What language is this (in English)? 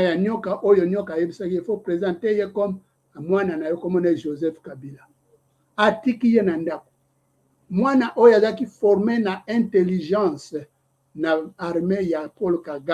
Lingala